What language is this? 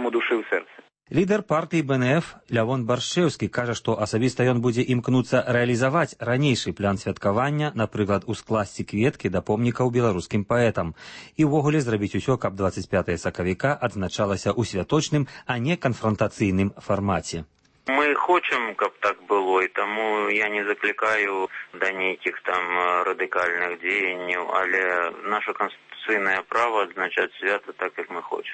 Belarusian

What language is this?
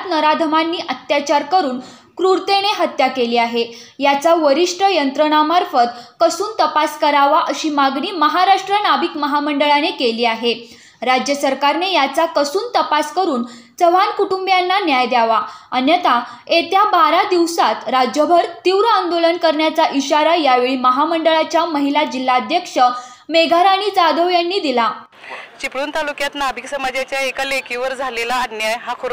Marathi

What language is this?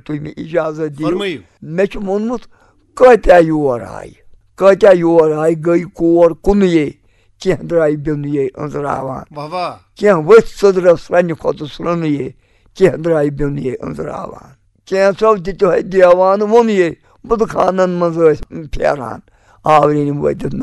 Kashmiri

